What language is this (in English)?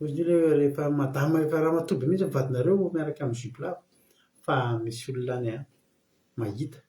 Malagasy